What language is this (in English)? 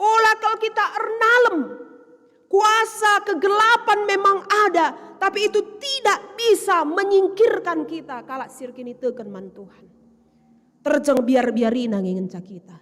Batak Karo